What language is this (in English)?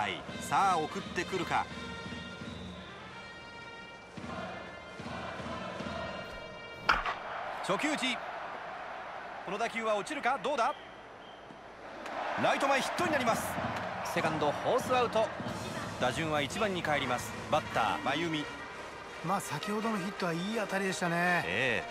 Japanese